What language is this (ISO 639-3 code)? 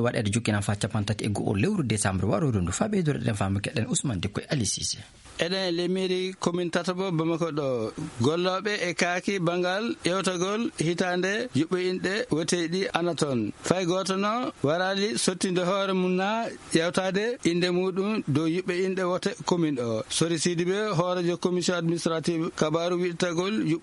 ful